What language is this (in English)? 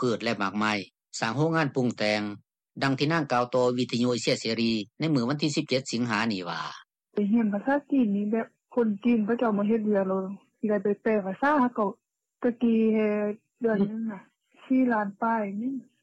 Lao